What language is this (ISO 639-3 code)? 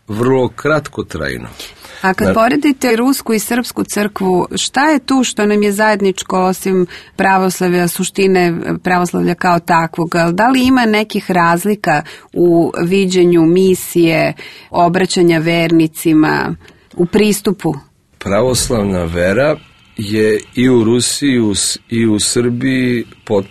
srp